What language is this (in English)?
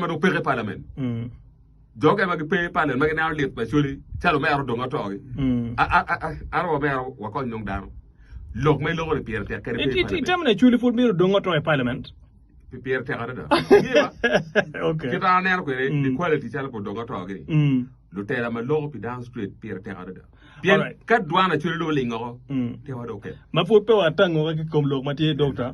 Acoli